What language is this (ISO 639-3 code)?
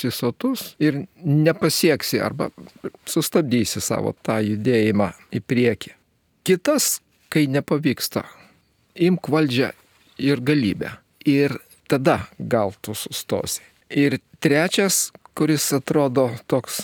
lit